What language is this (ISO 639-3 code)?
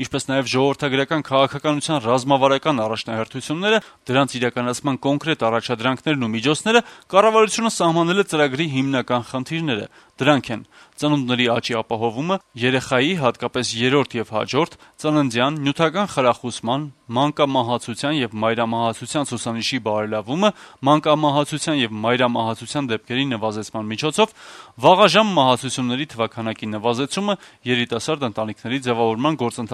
hye